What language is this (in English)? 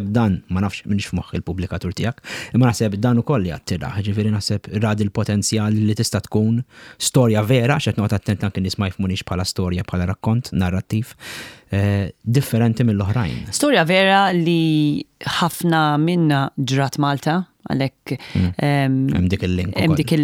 Maltese